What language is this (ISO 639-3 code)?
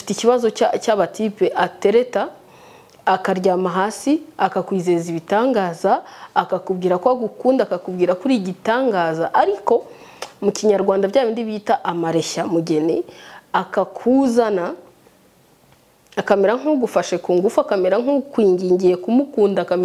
kin